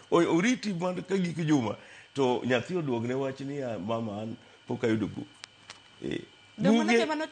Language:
Luo (Kenya and Tanzania)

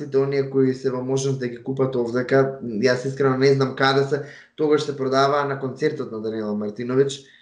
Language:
Macedonian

